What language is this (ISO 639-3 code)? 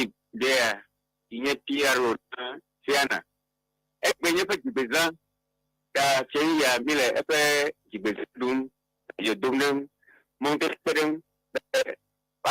ewe